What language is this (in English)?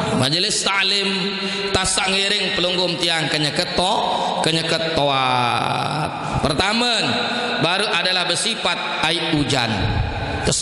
Sasak